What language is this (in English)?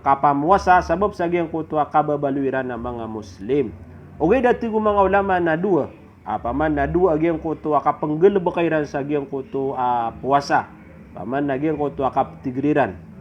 Maranao